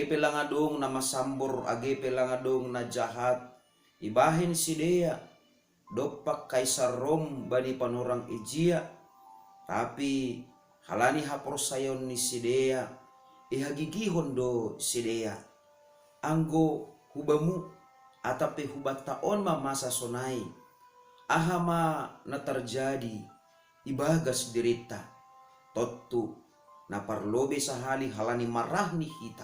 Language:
Batak Simalungun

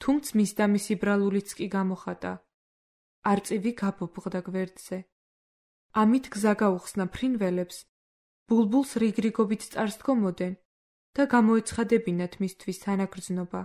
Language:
Georgian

